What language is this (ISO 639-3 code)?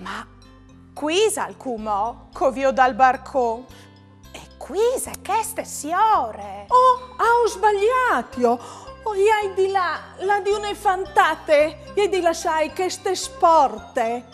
fur